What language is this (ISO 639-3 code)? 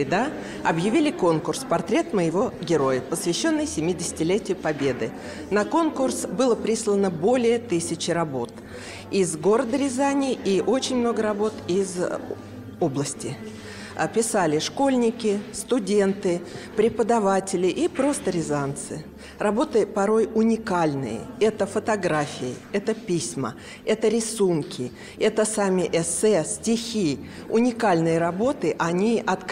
rus